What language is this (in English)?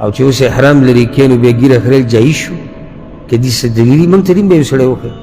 Pashto